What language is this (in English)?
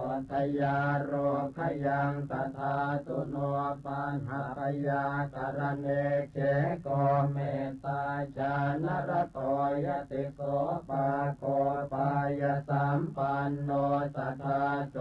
Pali